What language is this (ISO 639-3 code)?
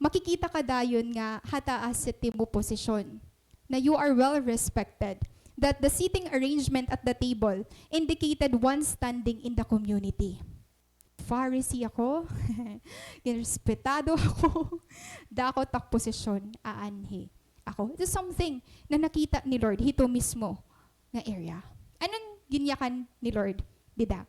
war